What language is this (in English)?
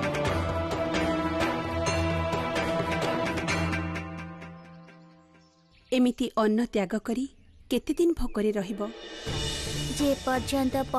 Odia